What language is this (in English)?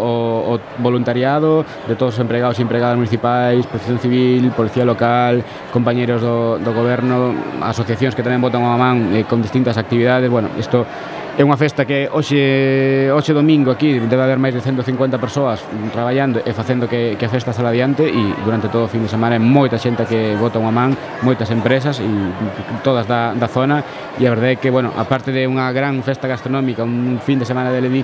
Galician